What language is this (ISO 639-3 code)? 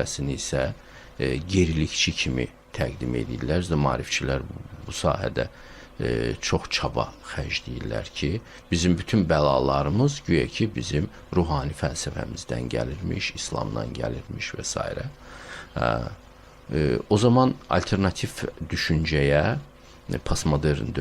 aze